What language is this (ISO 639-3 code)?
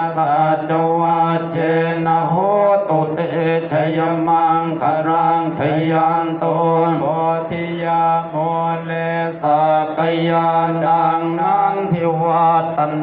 pli